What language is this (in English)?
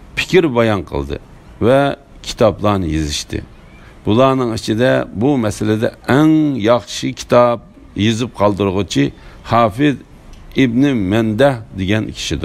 Uyghur